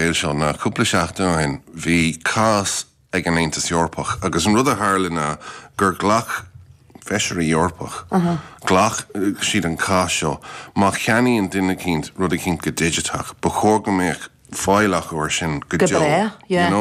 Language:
Irish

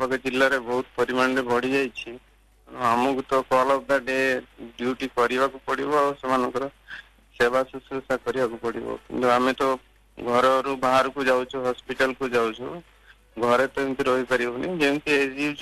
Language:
Odia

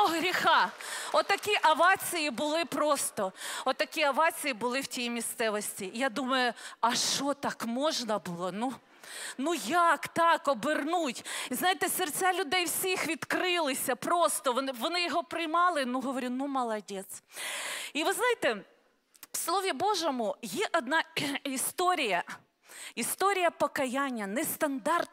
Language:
Ukrainian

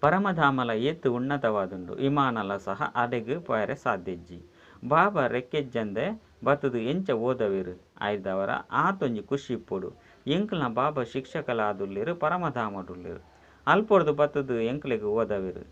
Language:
Tulu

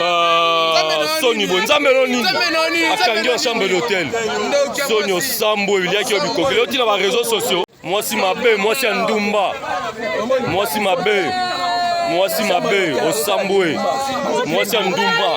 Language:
Lingala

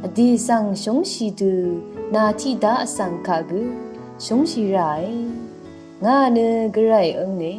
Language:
Rawang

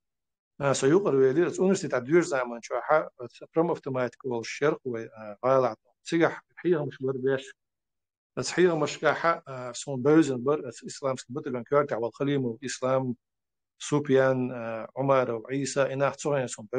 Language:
Chechen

